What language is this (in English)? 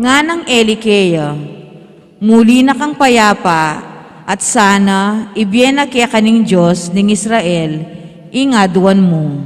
Pampanga